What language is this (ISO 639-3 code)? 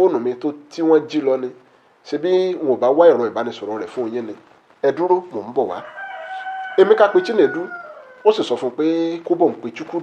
yor